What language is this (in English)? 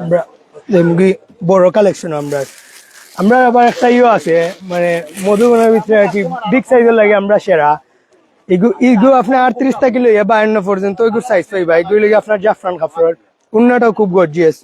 Sylheti